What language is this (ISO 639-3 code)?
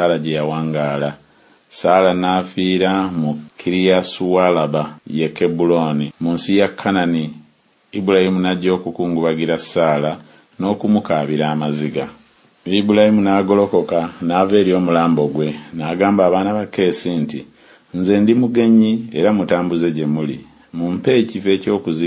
lug